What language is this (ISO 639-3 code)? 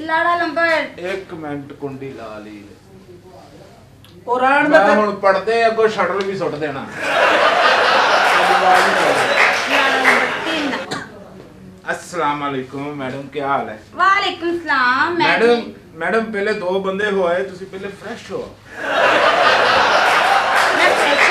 pan